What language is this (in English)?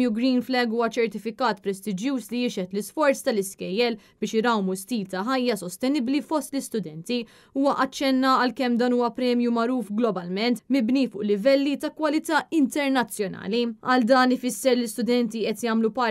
Maltese